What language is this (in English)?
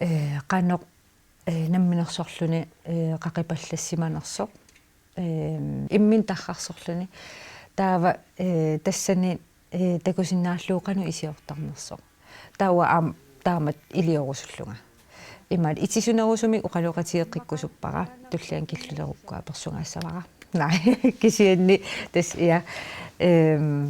Kalaallisut